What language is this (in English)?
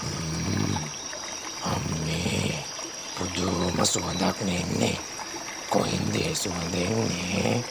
Sinhala